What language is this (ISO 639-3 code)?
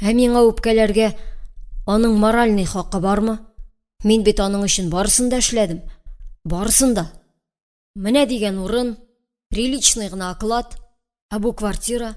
tat